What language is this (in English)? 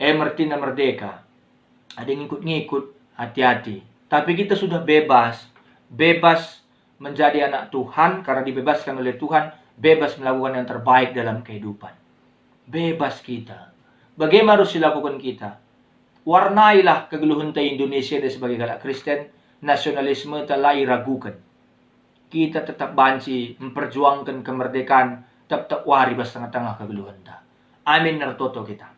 Batak Karo